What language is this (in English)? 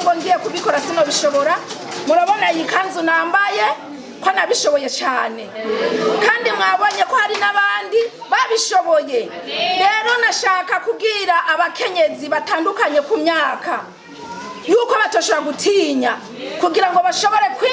Rundi